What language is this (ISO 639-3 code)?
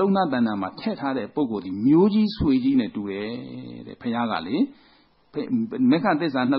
mya